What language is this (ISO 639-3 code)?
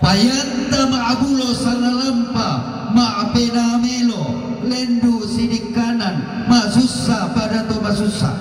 sda